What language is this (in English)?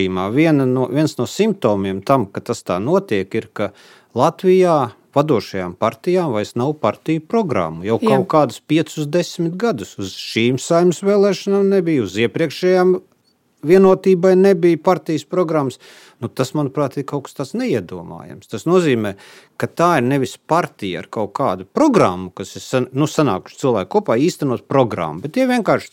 Latvian